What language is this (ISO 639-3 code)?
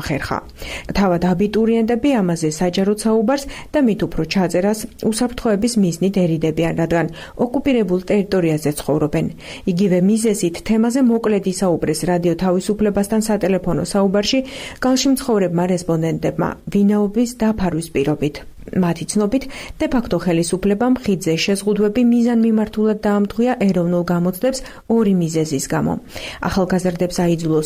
kat